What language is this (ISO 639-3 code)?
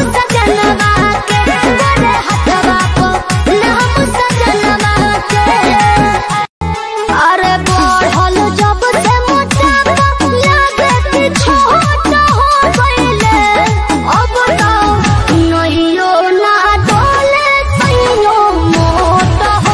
bho